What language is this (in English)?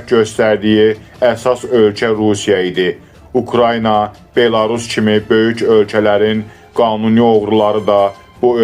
Azerbaijani